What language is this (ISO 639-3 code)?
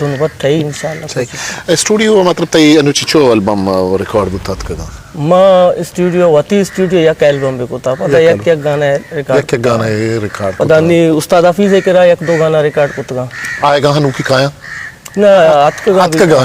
bgp